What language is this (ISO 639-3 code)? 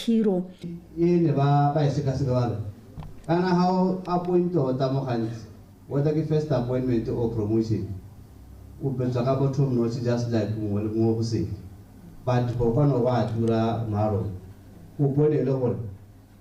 tsn